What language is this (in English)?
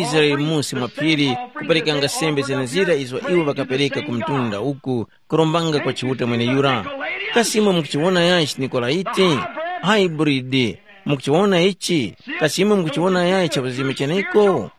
Tumbuka